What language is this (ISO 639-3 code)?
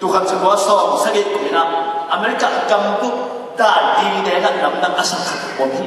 ctd